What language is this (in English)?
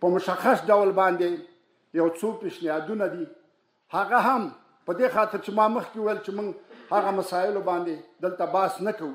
Pashto